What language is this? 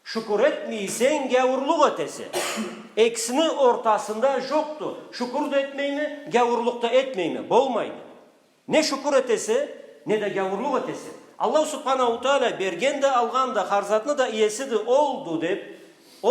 Karachay-Balkar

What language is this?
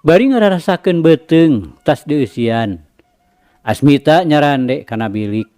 Sundanese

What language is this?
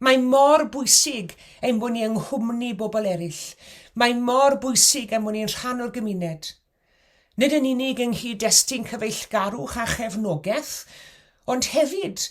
Welsh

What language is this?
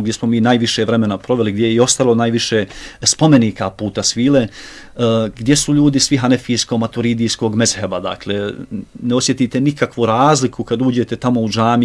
Bosnian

